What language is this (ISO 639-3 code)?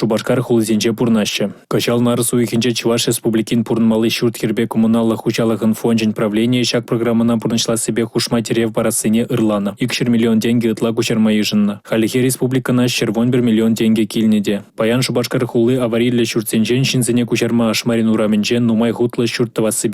chv